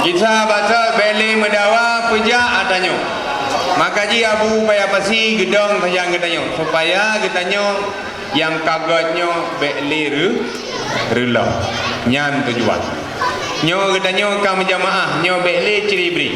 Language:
Achinese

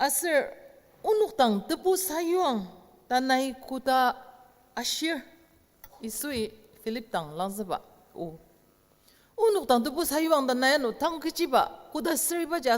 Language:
Ao Naga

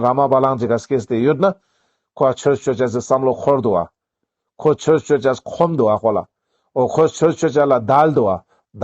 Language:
Ladakhi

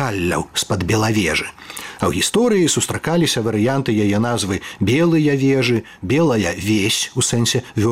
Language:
Belarusian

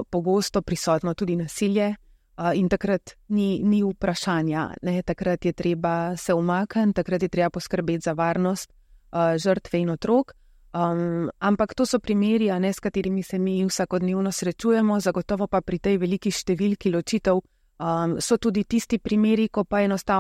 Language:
Slovenian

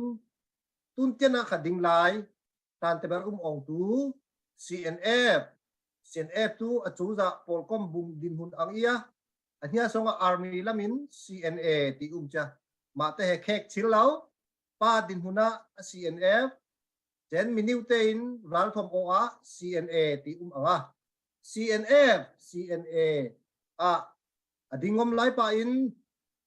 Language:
Falam Chin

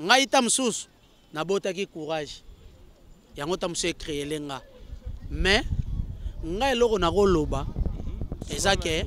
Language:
Lingala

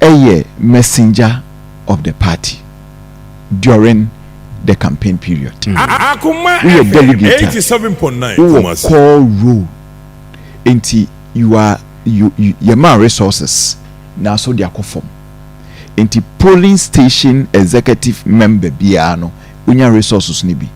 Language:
Akan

